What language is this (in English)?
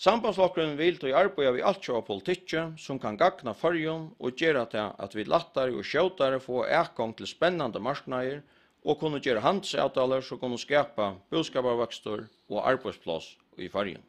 Faroese